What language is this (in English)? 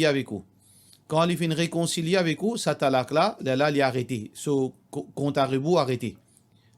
Morisyen